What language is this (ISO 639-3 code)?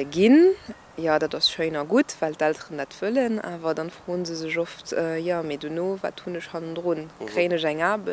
ltz